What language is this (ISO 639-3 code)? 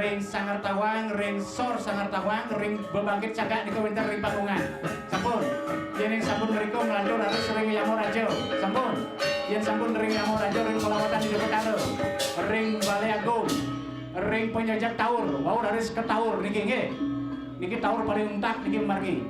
ban